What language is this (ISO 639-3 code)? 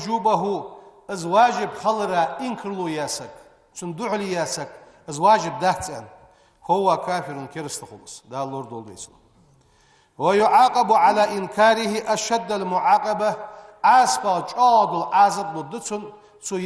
inh